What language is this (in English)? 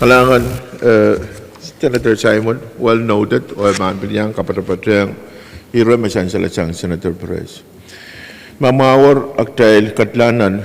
Pohnpeian